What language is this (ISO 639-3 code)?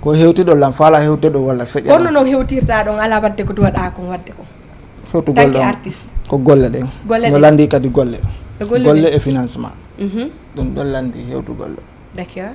ful